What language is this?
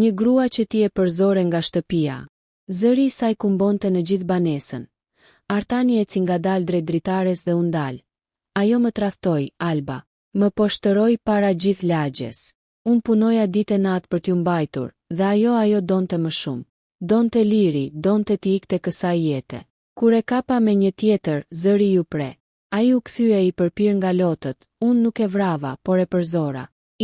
Albanian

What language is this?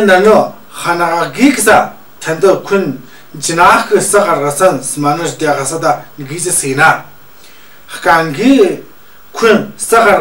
Tu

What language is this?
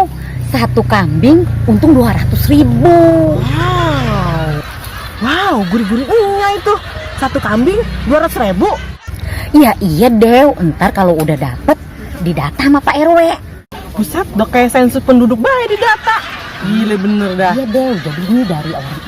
Betawi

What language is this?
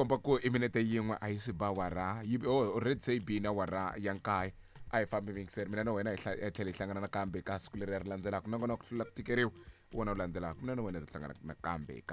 Tsonga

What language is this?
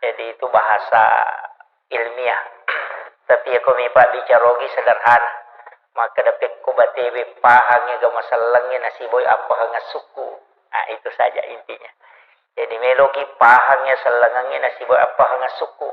Buginese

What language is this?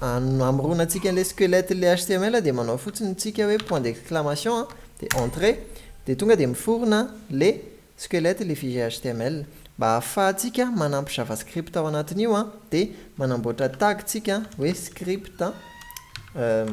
Malagasy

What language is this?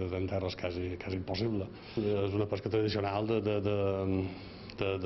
Catalan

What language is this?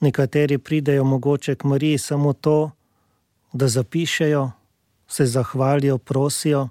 Slovenian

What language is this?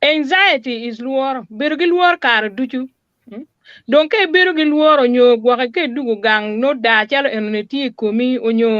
Acoli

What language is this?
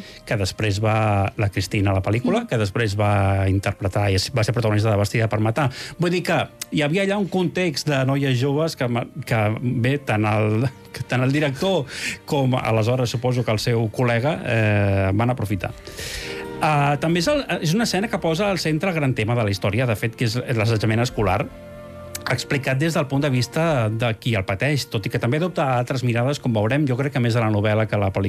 Catalan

